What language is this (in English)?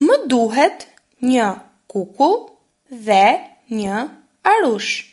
Albanian